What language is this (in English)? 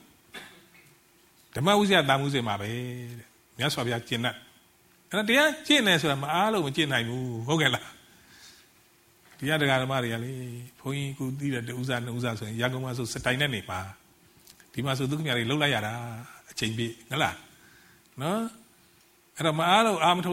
Burmese